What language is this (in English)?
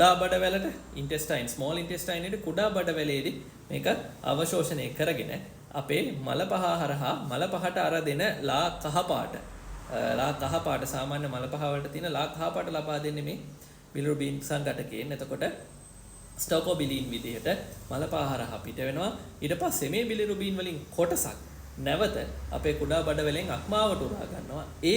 Sinhala